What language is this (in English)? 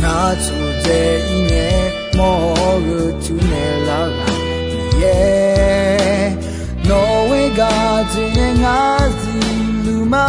Akha